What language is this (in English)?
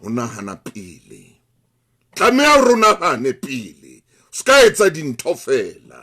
Southern Sotho